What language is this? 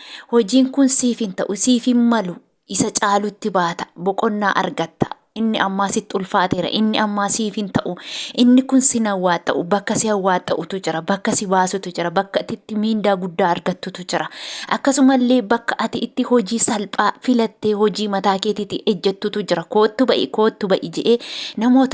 Oromo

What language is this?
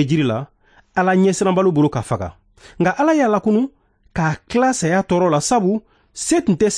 Bambara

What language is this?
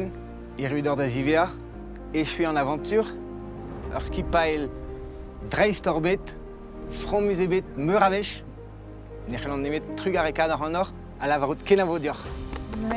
Breton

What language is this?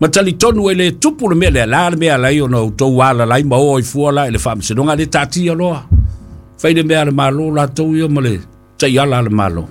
Samoan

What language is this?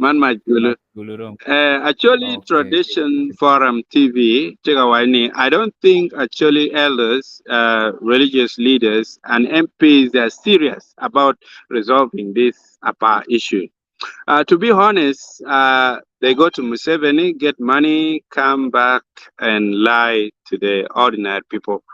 Acoli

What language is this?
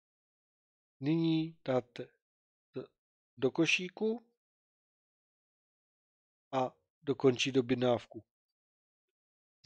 Czech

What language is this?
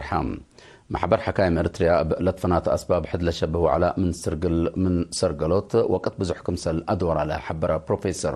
Tigre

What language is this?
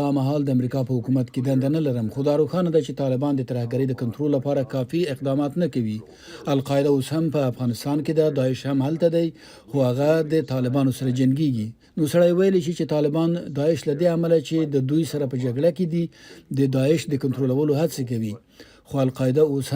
Pashto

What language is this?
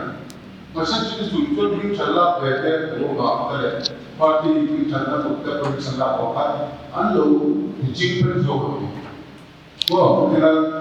Mizo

